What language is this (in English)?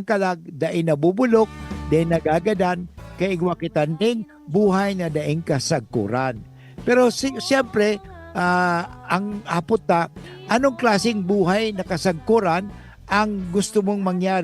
Bikol